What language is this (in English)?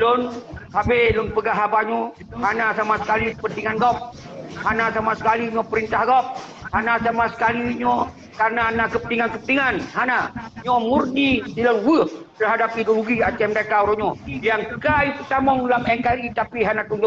Achinese